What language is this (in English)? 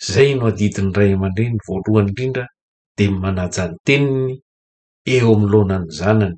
Malagasy